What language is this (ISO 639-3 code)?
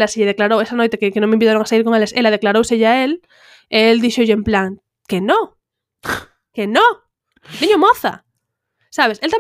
glg